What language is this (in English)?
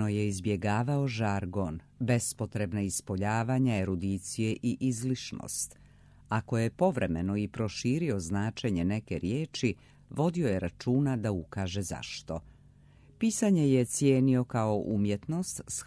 Serbian